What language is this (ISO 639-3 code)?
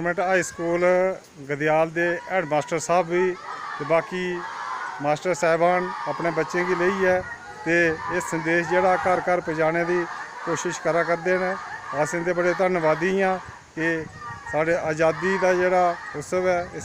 doi